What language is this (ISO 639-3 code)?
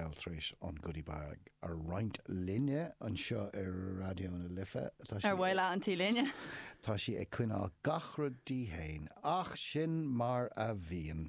gle